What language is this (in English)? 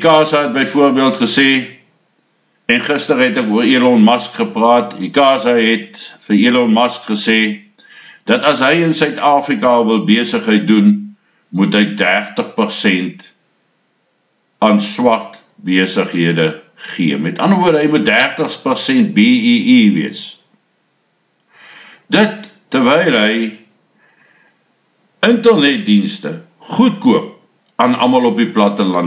Afrikaans